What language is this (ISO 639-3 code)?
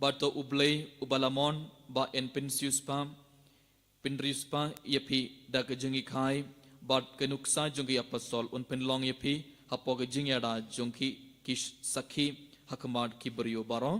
kha